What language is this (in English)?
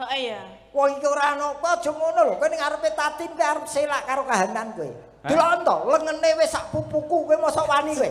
Javanese